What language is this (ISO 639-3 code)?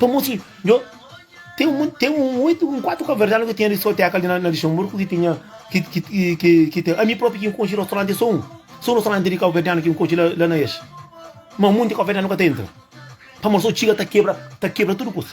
kea